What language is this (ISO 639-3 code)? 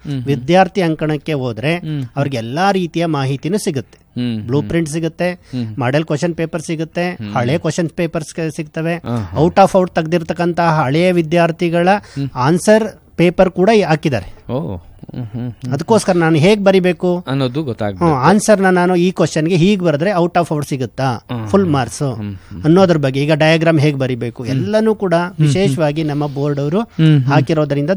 kan